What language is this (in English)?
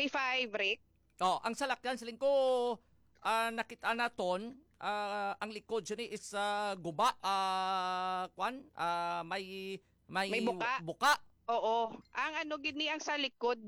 Hiligaynon